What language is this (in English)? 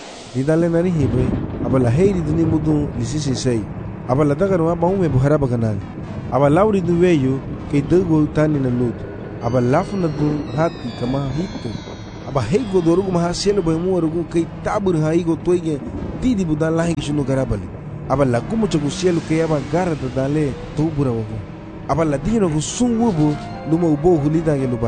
Garifuna